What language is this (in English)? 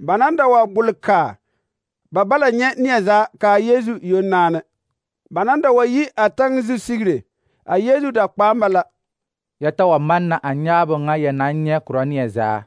Southern Dagaare